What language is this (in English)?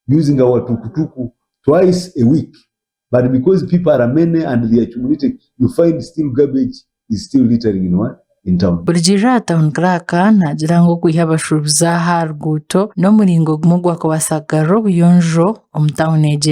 Nyankole